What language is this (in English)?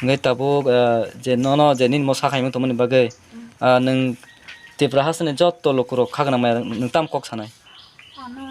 Kok Borok